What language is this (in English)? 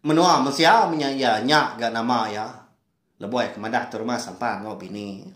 Iban